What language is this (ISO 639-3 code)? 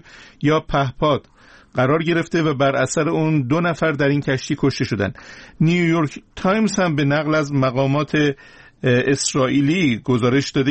fas